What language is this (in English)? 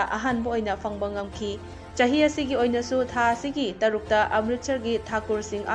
Manipuri